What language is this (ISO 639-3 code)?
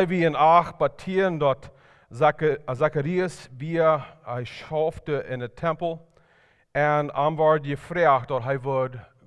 pdt